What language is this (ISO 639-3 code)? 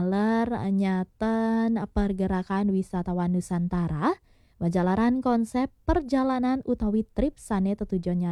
ban